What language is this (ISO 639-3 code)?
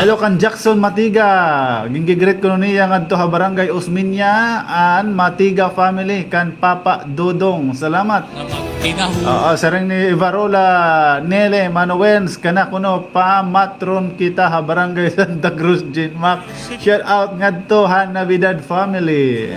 war